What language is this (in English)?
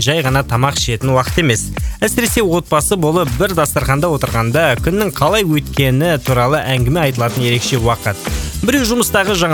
Kazakh